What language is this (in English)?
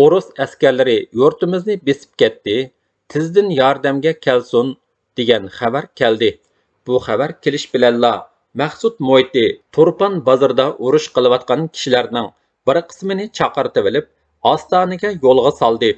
Uyghur